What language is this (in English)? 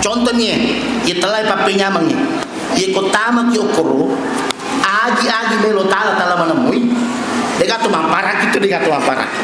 Buginese